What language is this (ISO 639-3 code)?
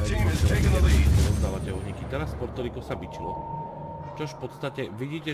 slk